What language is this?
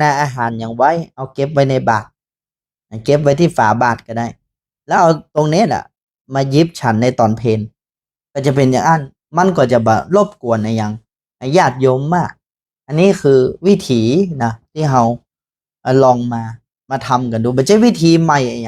Northern Thai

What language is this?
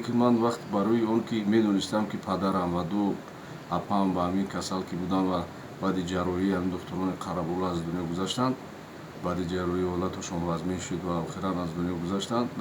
Tajik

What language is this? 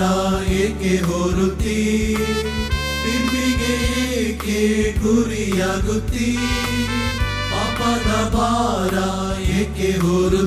Kannada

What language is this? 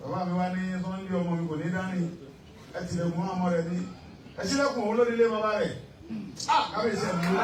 Yoruba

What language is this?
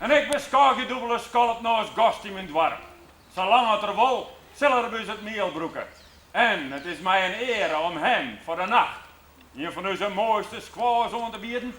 Western Frisian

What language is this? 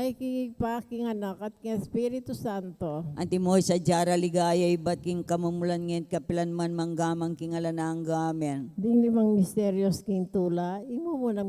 Pampanga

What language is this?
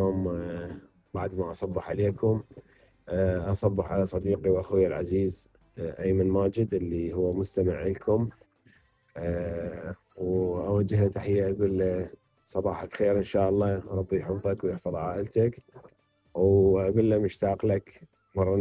Mesopotamian Arabic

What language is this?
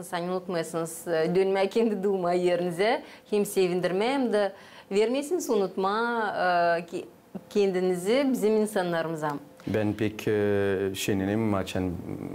Gagauz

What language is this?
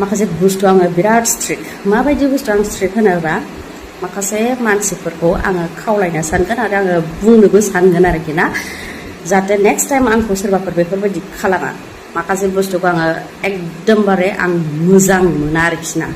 Bodo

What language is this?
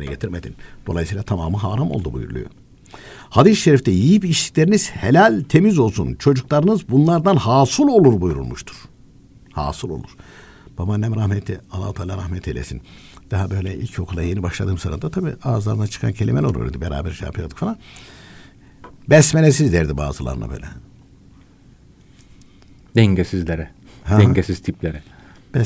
Turkish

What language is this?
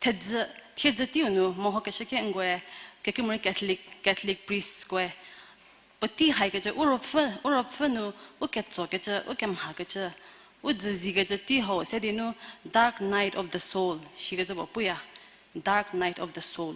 Angami Naga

